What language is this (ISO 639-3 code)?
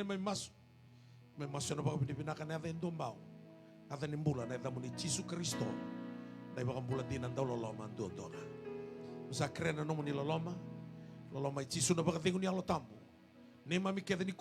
fij